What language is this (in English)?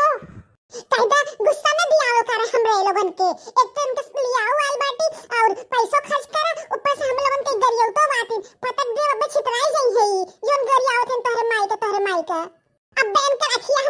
Bhojpuri